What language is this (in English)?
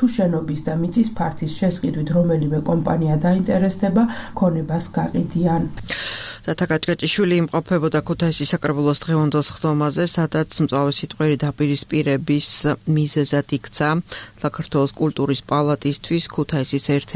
Georgian